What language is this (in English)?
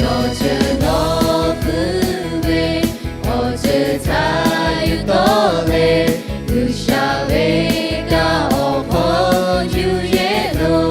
Lahu